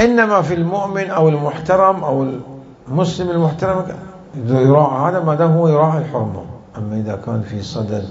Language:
Mesopotamian Arabic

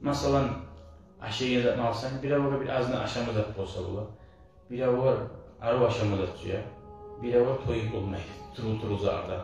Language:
Kumyk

